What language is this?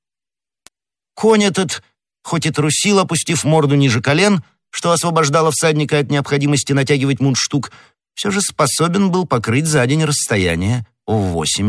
Russian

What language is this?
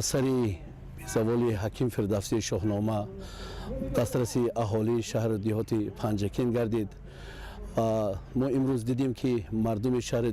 Tajik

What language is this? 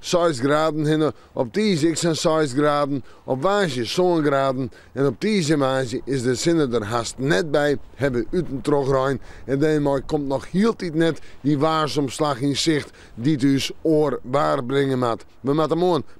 Western Frisian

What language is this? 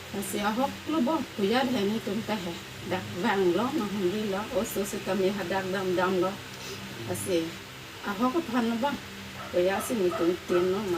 Karbi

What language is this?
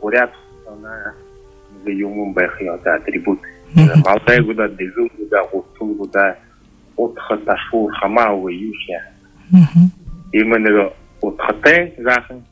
Buriat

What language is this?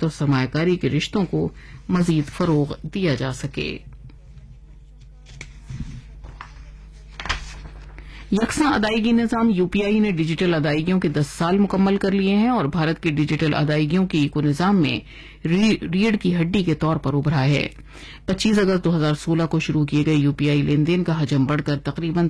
Urdu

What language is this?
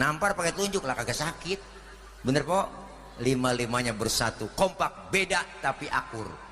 Betawi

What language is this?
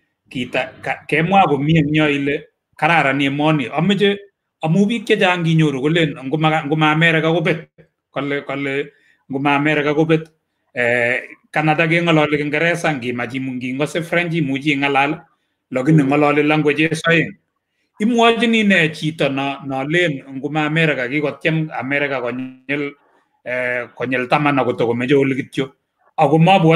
Kalenjin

